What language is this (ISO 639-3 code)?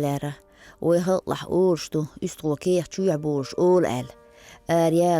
che